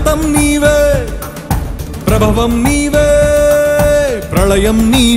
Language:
Telugu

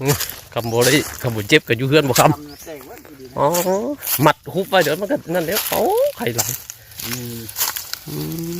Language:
Northeastern Thai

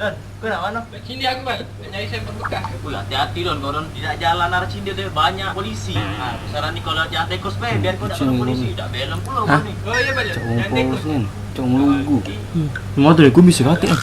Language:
Musi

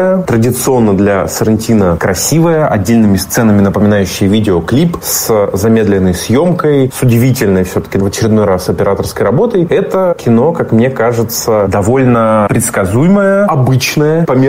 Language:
Russian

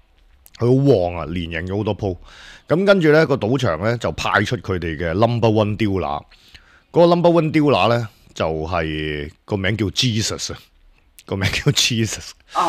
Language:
Cantonese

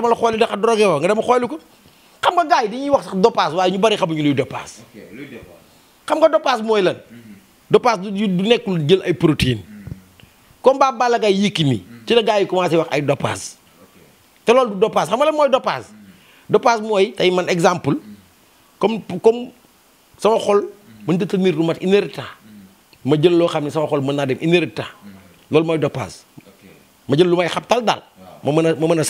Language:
Wolof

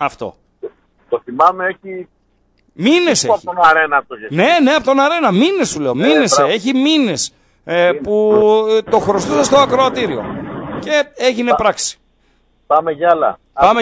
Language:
Greek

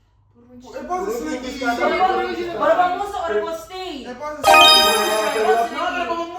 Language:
Papiamento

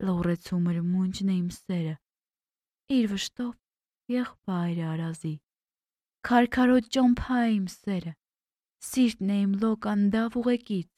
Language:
Armenian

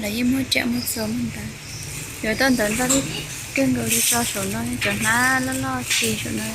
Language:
Hmong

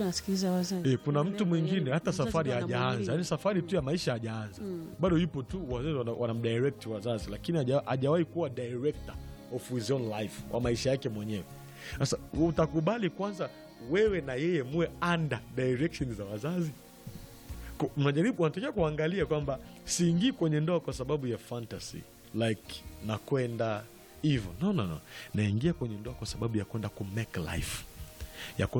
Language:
Swahili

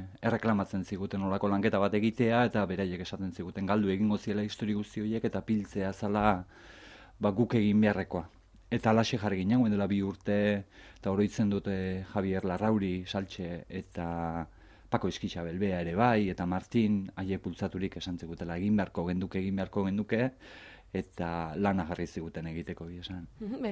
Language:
Basque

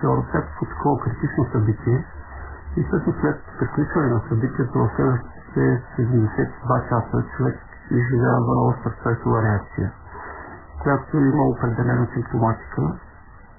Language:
Bulgarian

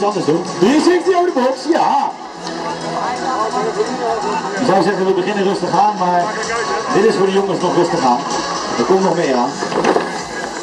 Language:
Dutch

